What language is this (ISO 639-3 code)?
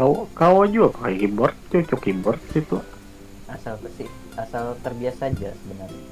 bjn